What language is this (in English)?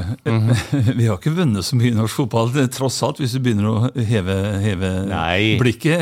Norwegian